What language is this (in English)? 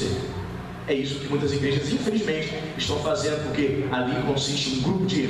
Portuguese